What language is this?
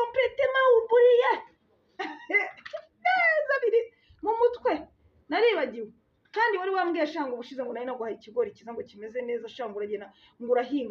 Kinyarwanda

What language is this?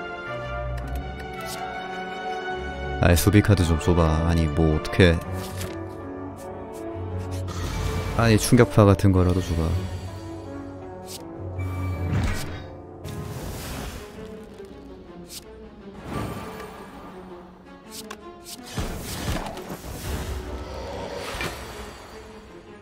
Korean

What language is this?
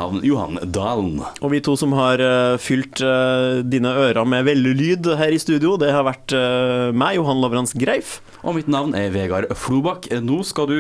Norwegian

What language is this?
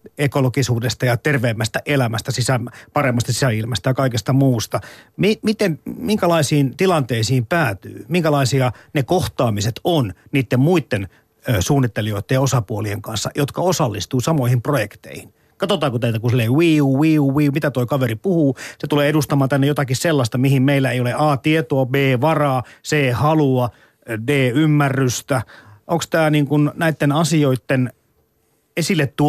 Finnish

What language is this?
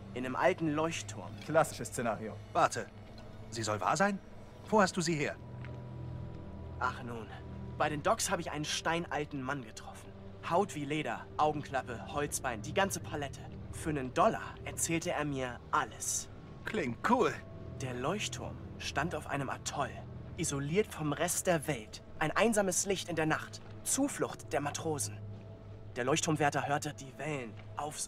German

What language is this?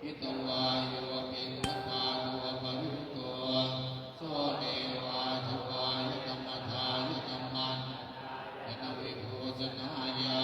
Pali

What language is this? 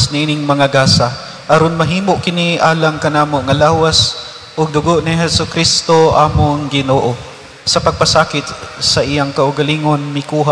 Cebuano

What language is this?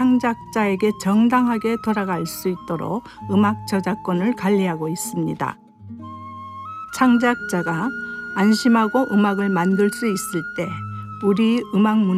Korean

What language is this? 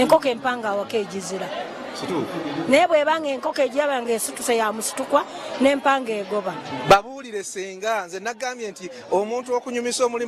Ganda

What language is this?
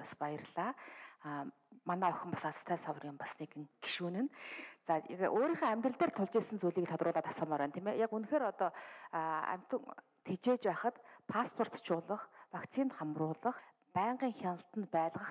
Mongolian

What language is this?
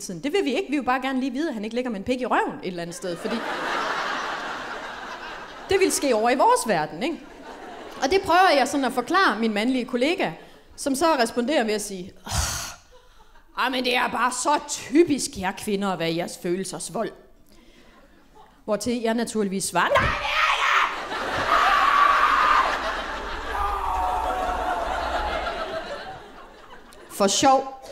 Danish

